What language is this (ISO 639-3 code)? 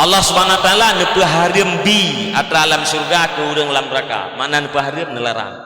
ace